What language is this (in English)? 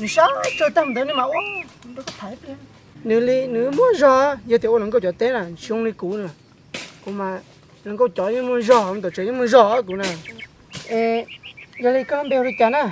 Hmong